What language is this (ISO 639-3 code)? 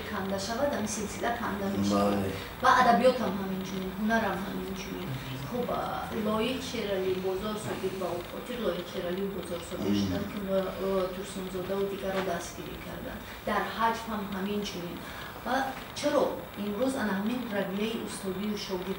tgk